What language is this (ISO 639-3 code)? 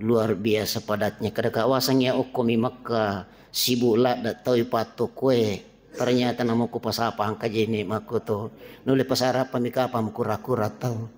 bug